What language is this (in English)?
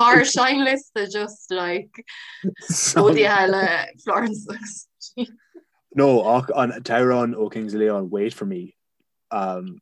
Irish